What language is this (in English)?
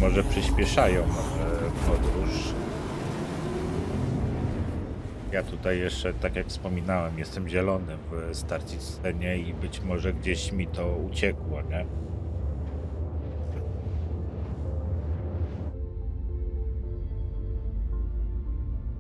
Polish